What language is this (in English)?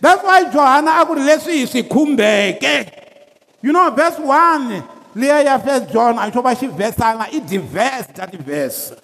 Tsonga